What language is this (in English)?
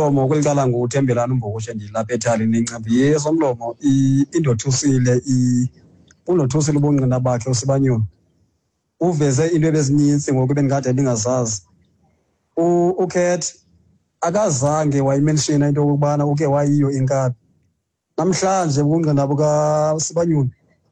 Xhosa